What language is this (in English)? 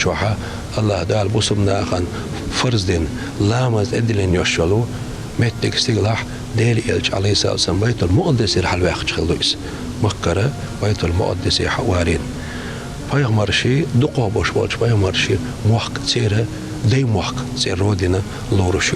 Chechen